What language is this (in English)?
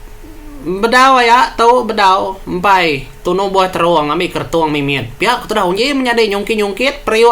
Iban